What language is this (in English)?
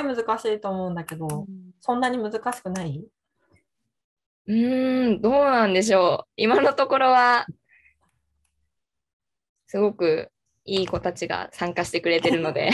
Japanese